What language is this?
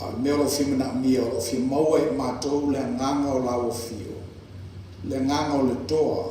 Samoan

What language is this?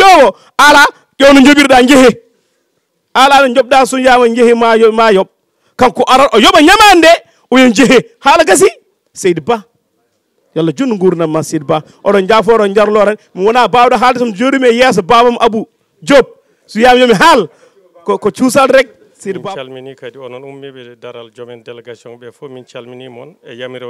Fula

